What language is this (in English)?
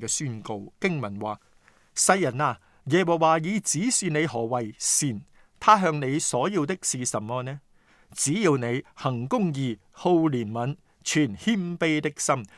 Cantonese